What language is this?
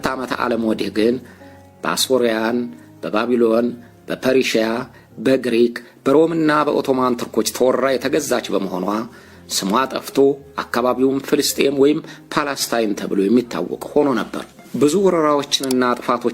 Amharic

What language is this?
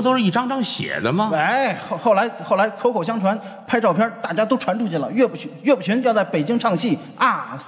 Chinese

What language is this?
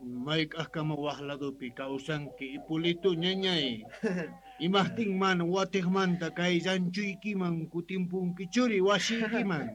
South Bolivian Quechua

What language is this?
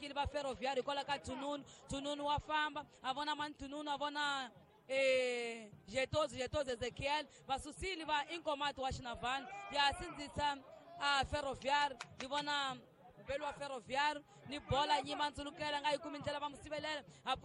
Tsonga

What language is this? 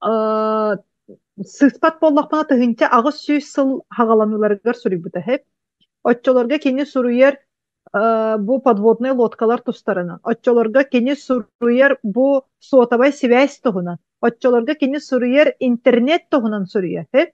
Yakut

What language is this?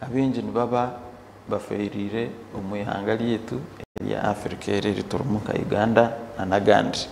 Nyankole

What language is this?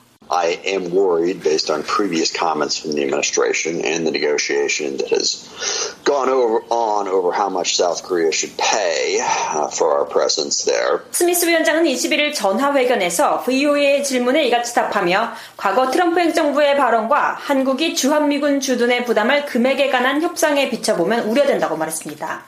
Korean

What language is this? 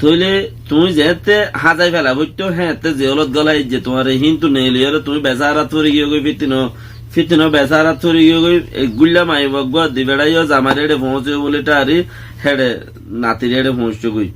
Rohingya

